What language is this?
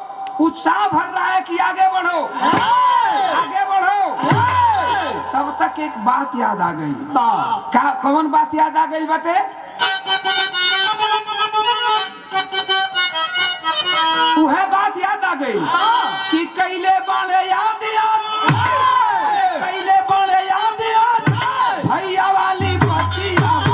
Bhojpuri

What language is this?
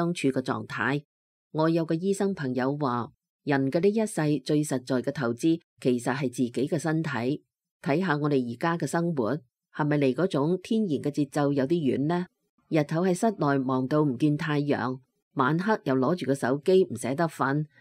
Cantonese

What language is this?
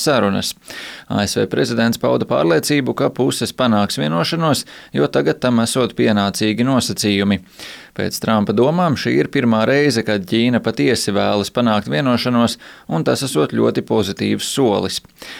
Latvian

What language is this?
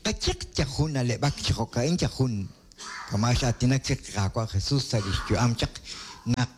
Kekchí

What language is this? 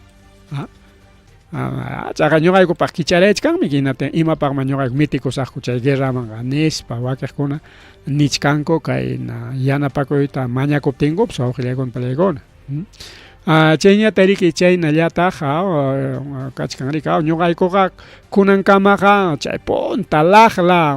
Ayacucho Quechua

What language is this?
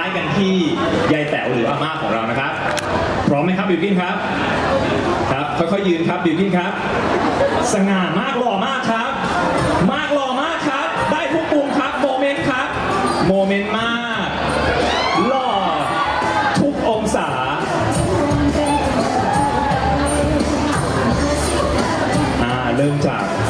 Thai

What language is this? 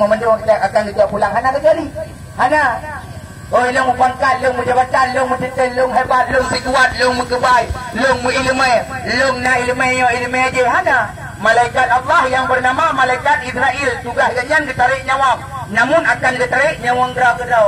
Achinese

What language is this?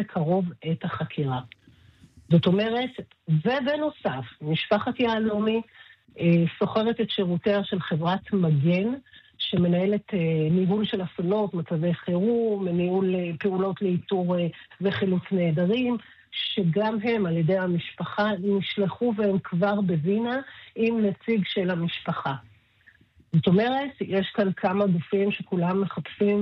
Hebrew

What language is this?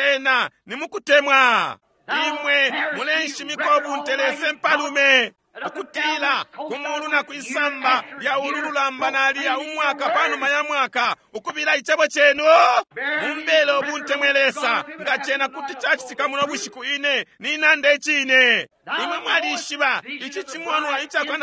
Bemba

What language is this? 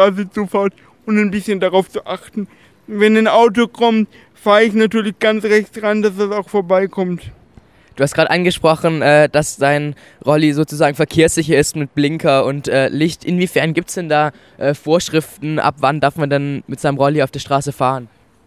German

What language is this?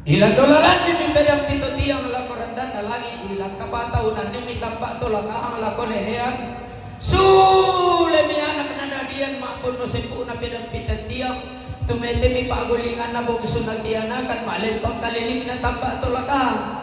Toraja-Sa'dan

